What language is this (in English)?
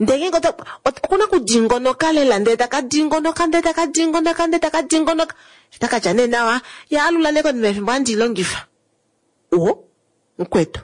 Kuanyama